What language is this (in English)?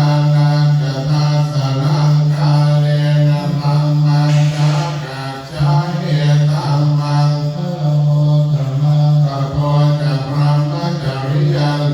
Pali